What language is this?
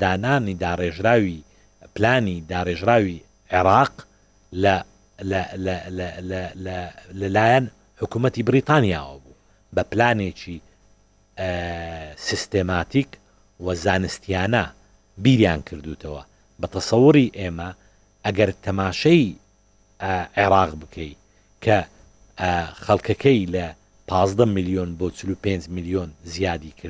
Central Kurdish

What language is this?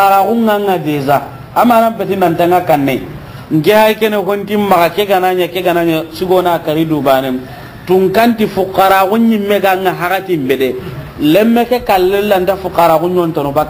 Soninke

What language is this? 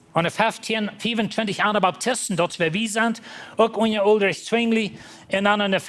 Plautdietsch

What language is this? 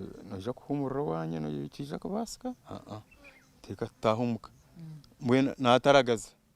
Nyankole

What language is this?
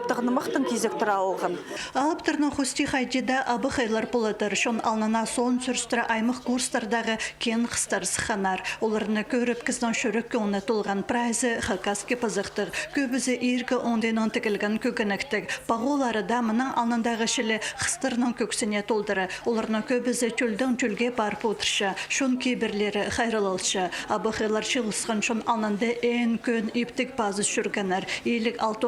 Khakas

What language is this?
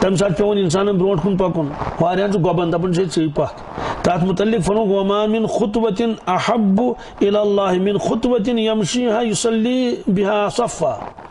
Kashmiri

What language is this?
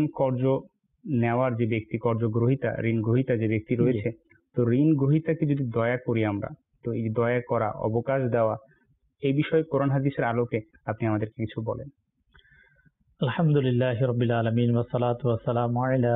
Bangla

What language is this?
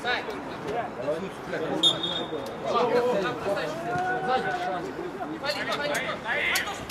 Russian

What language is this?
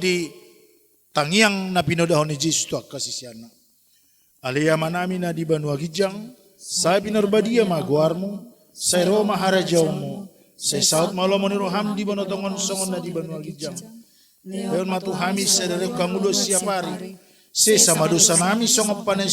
Batak Toba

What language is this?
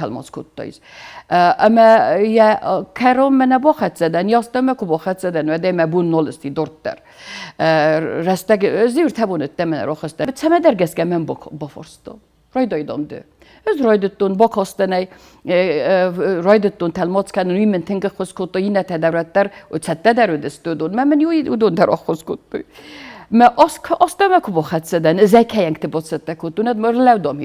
Ossetic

